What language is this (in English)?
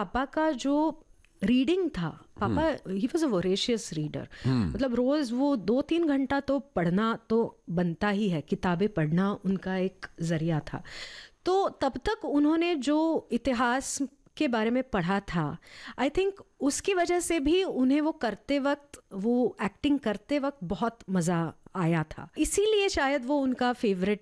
Hindi